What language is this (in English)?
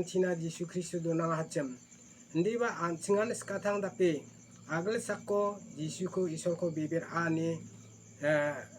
Garo